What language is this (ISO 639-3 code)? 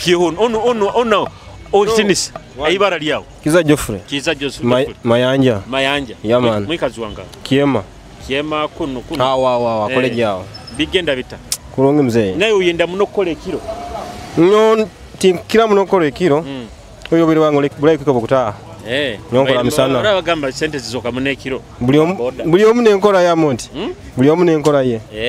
nyo